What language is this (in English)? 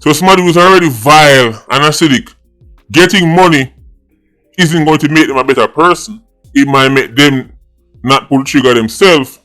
Jamaican Creole English